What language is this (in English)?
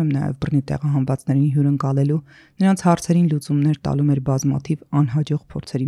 Armenian